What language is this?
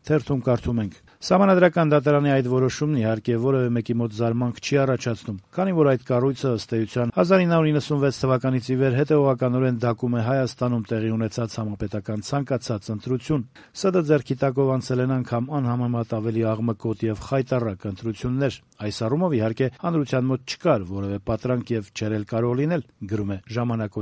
Armenian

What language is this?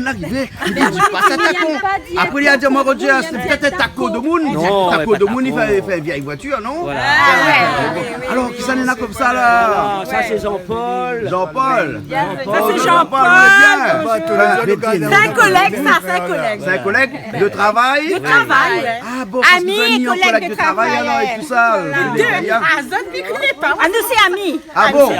Réunion Creole French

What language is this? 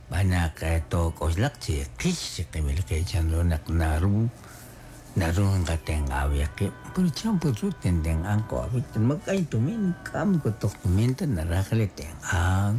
Kekchí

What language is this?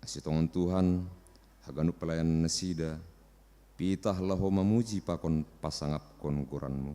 Batak Simalungun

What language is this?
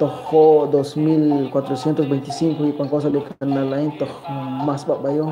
Kekchí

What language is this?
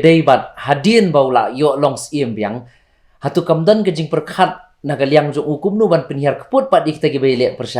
Khasi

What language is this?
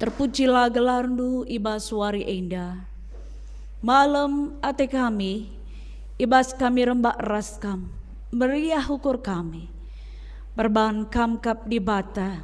Batak Karo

